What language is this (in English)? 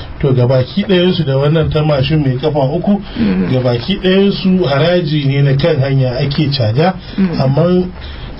Hausa